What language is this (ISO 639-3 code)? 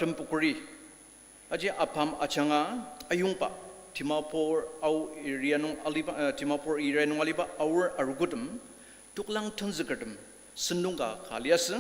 njo